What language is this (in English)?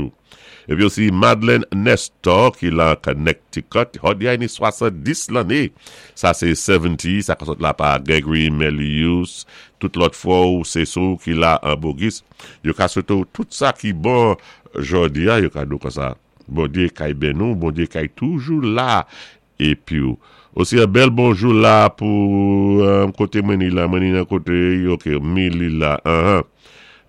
Saint Lucian Creole French